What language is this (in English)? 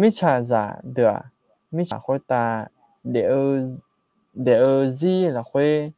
Akha